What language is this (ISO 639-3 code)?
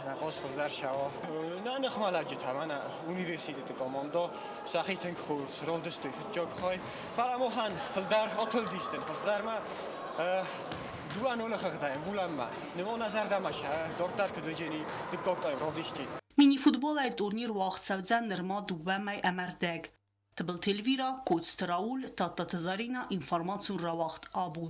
oss